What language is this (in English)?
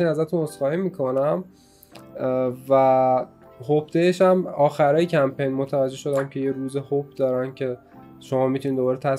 Persian